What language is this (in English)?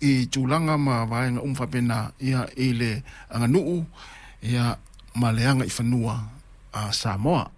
Samoan